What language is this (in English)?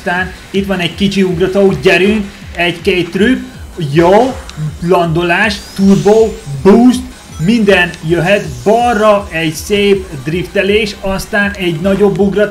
Hungarian